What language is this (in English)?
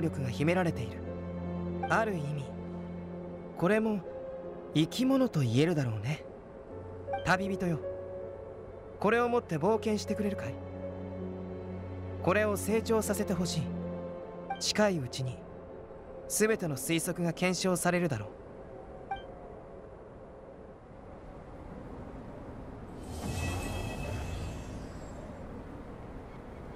Japanese